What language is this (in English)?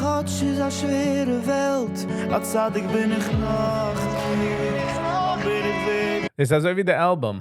Yiddish